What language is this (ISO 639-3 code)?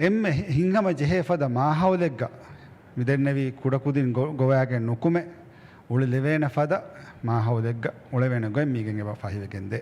div